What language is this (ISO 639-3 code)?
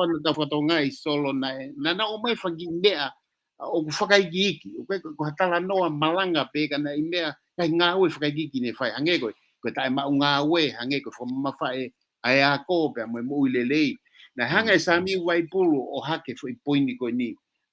ton